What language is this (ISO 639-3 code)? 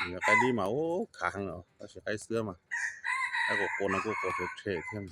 hmn